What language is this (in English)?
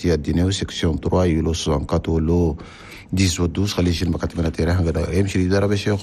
Chadian Arabic